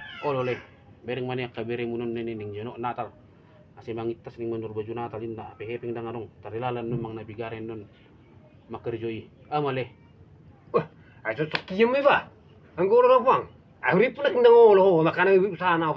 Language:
Batak Toba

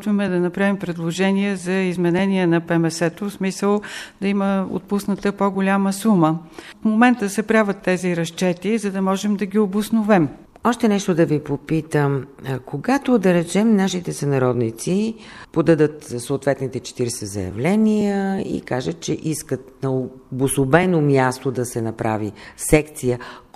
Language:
Bulgarian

